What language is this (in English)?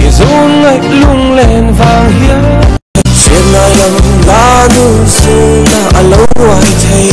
Mizo